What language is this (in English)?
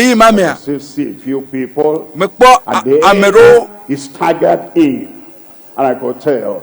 Ewe